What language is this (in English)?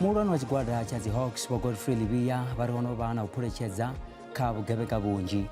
Venda